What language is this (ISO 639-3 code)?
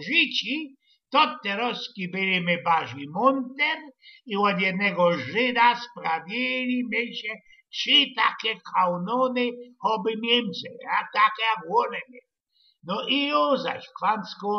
szl